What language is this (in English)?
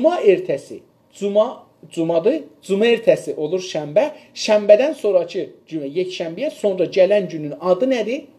South Azerbaijani